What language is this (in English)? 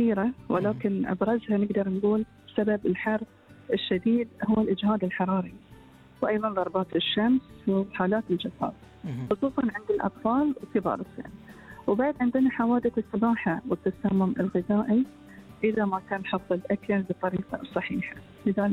Gulf Arabic